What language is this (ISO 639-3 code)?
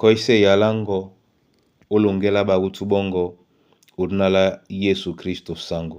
dua